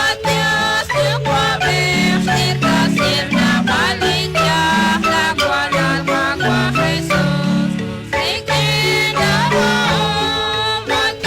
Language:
Kekchí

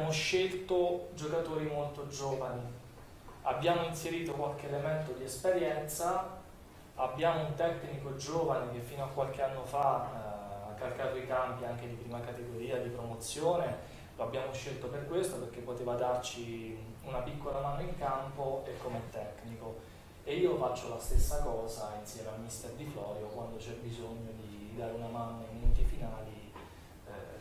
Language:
Italian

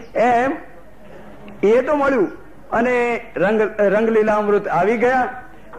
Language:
Gujarati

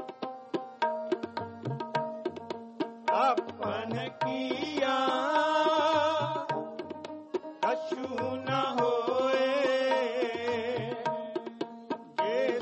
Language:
Punjabi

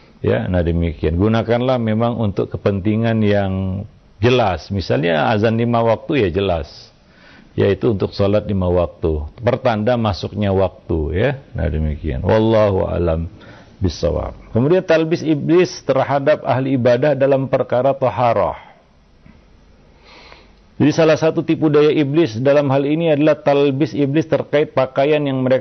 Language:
Indonesian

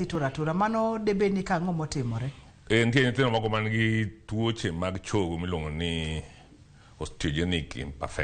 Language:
Luo (Kenya and Tanzania)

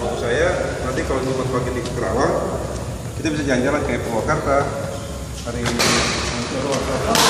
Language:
Ambonese Malay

